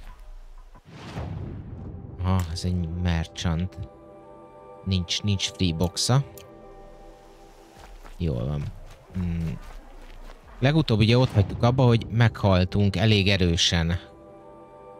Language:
Hungarian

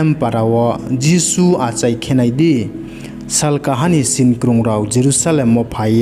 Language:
Riang (India)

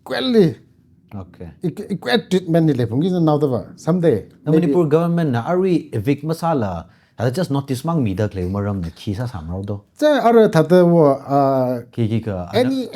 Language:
Tangkhul Naga (India)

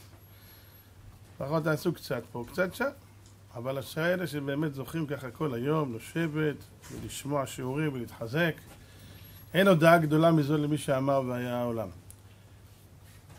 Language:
Hebrew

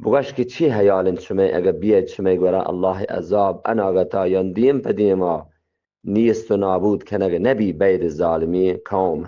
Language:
Eastern Balochi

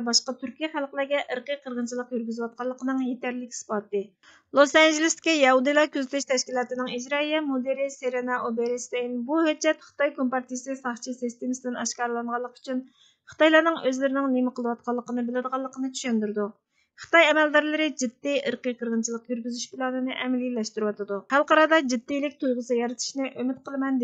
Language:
Uyghur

